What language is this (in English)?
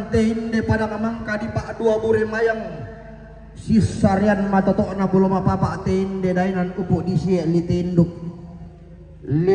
Toraja-Sa'dan